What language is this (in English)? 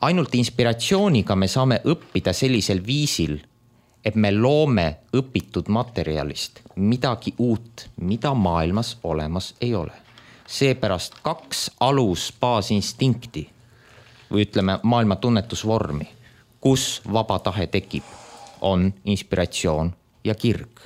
Estonian